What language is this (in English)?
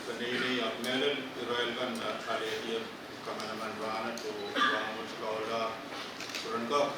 Pohnpeian